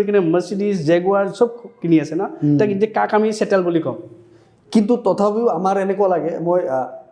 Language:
Assamese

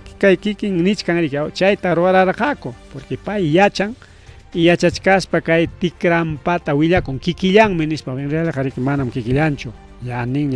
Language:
Ayacucho Quechua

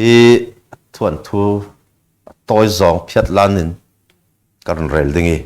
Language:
Falam Chin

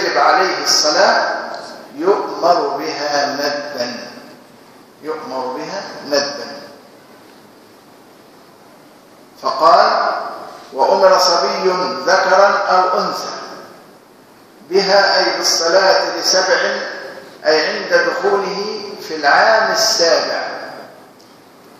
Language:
Arabic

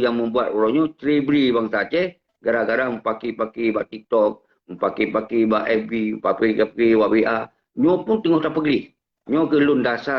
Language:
Achinese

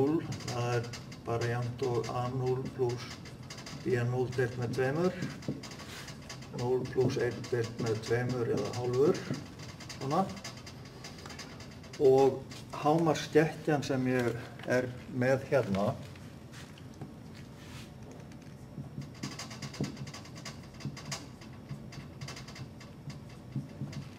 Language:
Icelandic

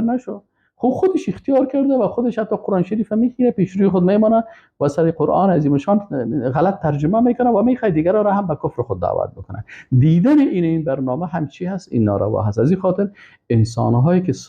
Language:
Persian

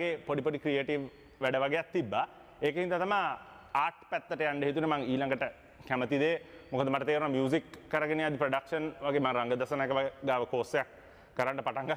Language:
Sinhala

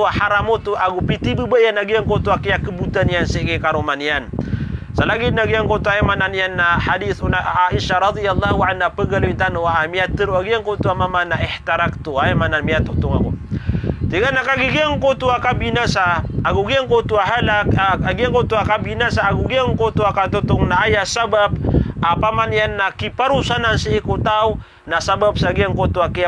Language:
Maranao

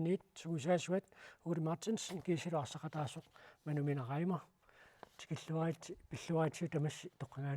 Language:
Kalaallisut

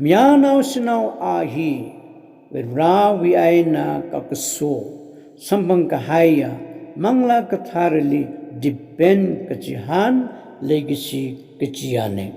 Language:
Tangkhul Naga (India)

